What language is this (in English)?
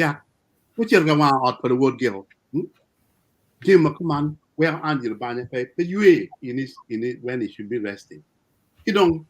Acoli